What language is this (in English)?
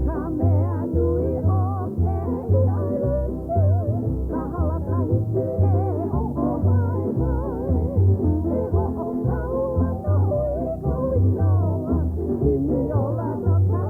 Hawaiian